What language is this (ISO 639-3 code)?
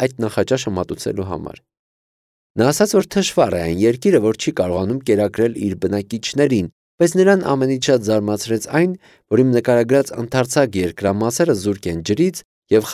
hye